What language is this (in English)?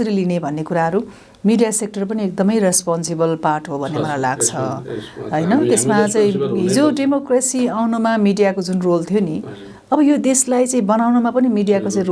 Nepali